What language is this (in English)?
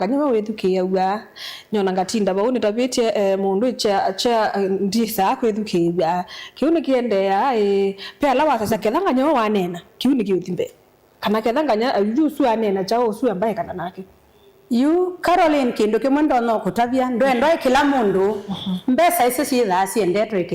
Kamba